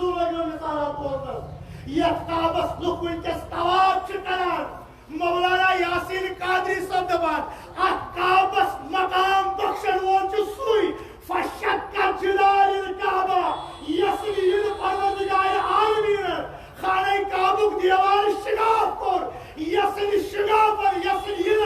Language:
Kashmiri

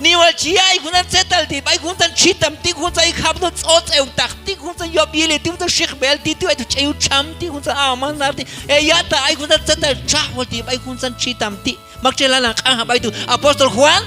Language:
Q'anjob'al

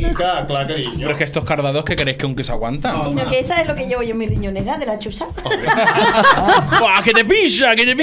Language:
Catalan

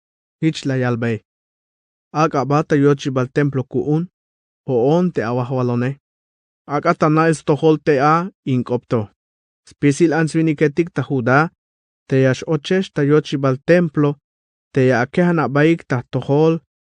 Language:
Tzeltal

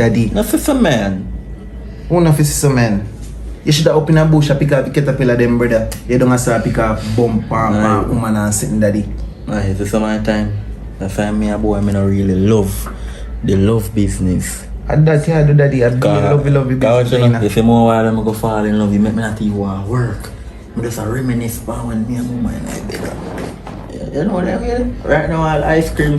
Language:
Jamaican Creole English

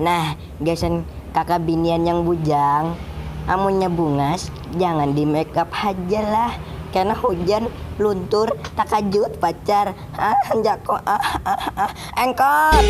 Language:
Banjar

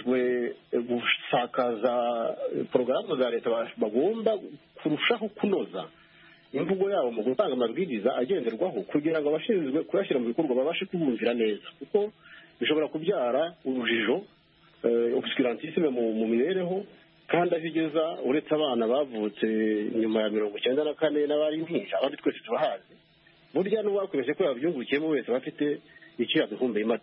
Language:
Kinyarwanda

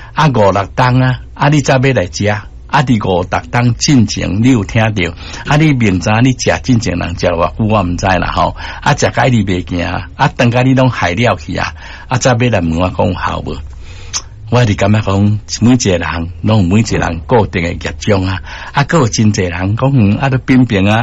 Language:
Min Nan Chinese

